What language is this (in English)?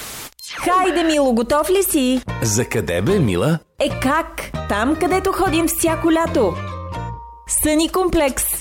Bulgarian